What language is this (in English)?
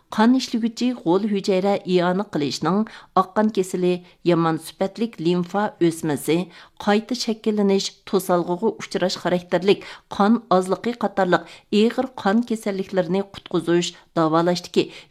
Uyghur